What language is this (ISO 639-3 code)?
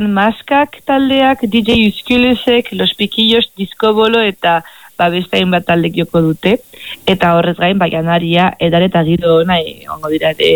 eus